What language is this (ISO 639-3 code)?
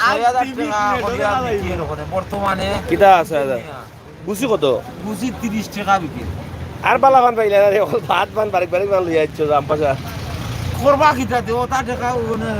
syl